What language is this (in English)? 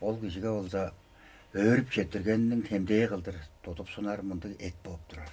Tuvinian